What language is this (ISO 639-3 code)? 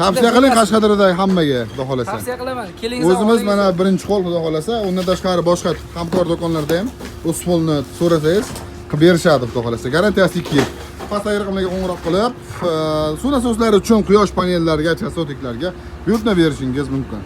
uzb